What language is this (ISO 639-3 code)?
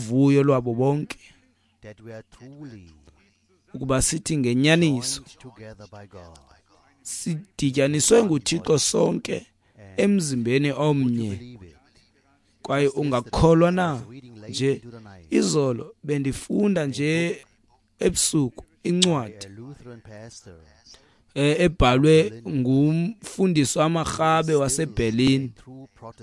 xho